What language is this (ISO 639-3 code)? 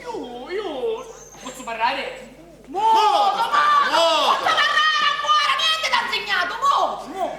scn